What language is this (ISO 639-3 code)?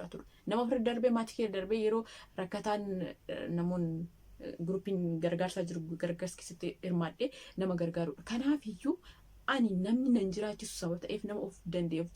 orm